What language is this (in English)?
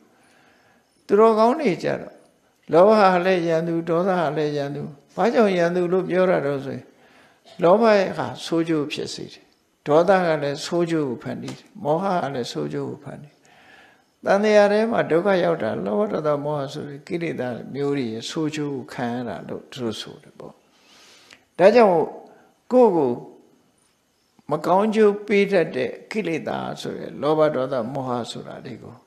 Burmese